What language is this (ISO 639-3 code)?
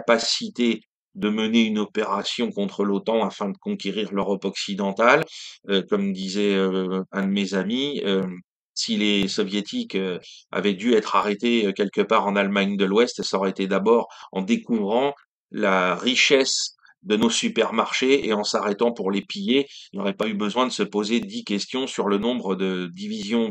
fra